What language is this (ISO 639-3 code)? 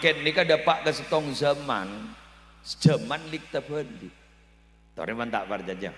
mad